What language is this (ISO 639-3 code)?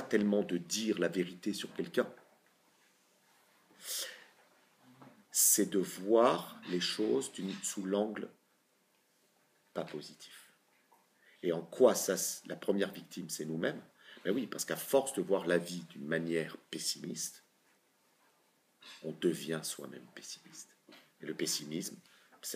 fra